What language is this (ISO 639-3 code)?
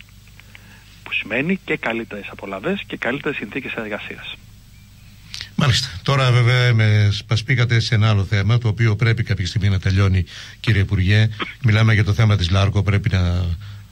ell